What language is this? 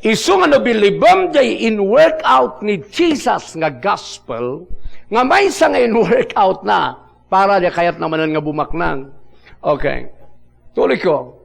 Iloko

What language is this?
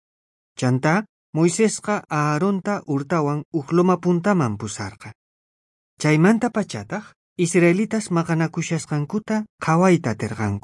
South Bolivian Quechua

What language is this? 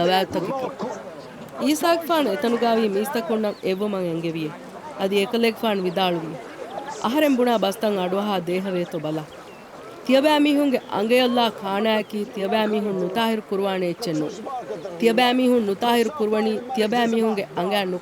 Divehi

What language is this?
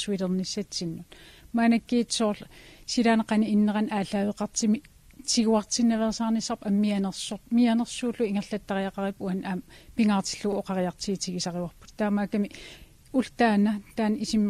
Kalaallisut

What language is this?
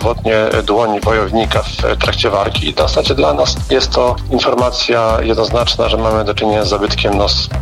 Polish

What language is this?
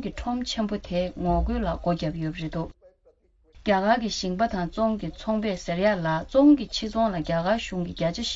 Tibetan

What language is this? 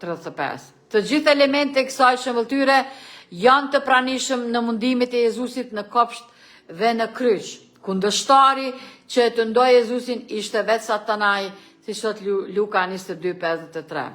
Albanian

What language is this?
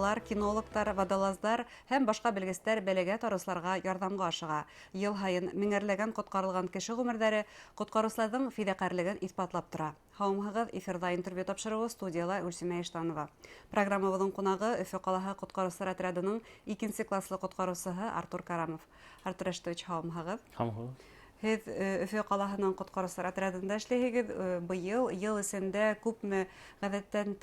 Bashkir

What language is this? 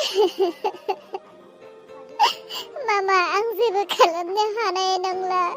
Bodo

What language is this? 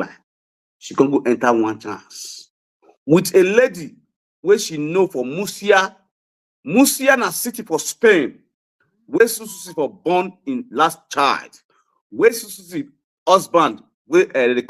Nigerian Pidgin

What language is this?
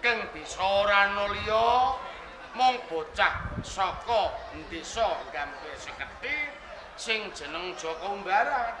Javanese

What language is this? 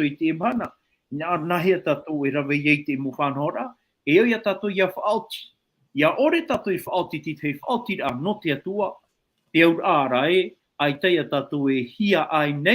Tahitian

